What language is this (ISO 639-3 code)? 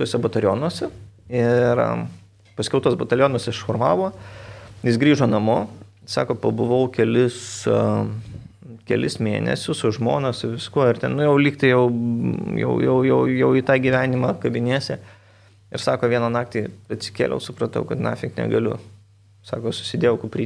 lit